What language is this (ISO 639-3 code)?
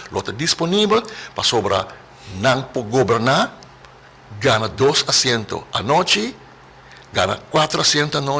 pap